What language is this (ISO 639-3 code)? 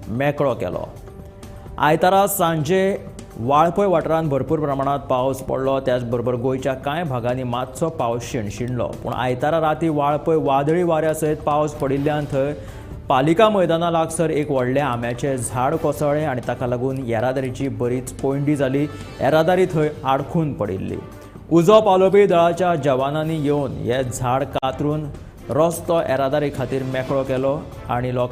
kok